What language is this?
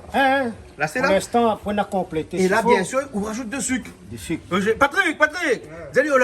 Réunion Creole French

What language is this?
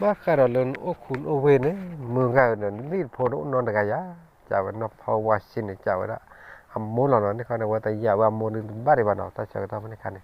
S'gaw Karen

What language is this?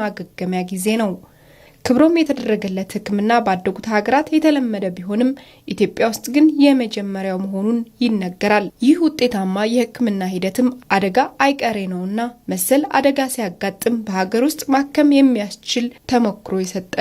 Amharic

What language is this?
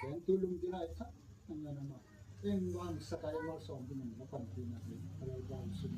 Gangte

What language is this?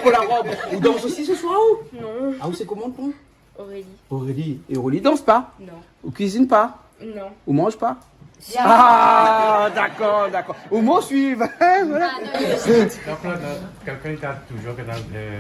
Réunion Creole French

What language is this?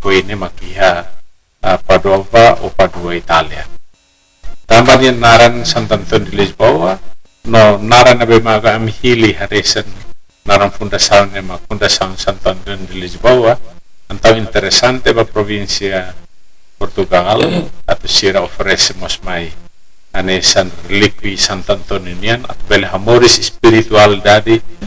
Tetum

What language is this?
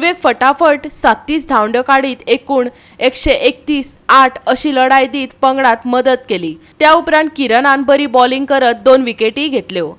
Konkani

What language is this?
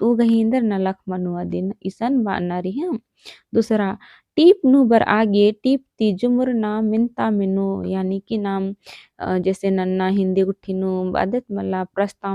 Kurukh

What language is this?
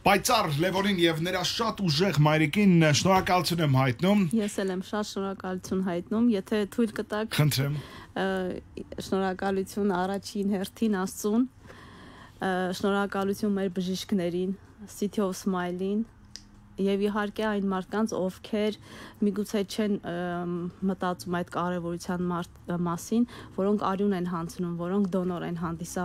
Armenian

